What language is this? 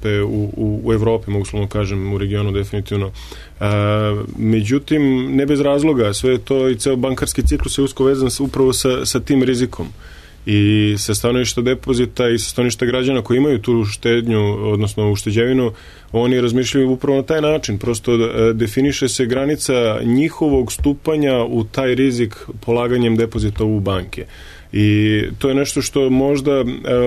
Serbian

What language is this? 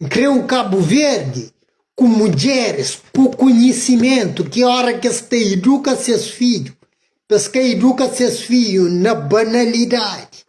Kabuverdianu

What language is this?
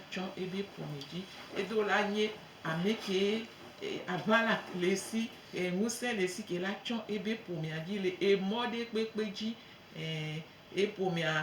Gen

